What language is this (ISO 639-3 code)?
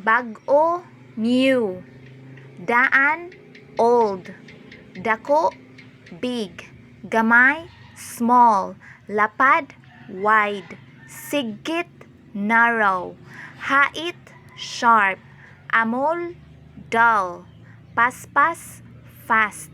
ceb